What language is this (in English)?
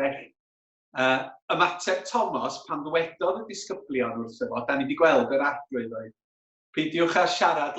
Welsh